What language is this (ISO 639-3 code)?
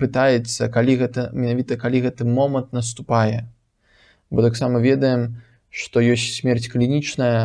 bel